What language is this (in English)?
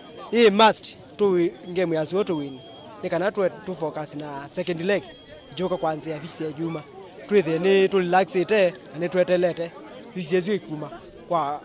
Kamba